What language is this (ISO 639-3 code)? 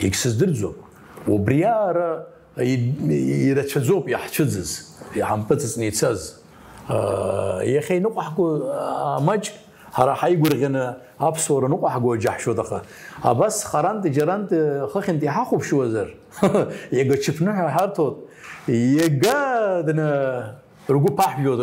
abk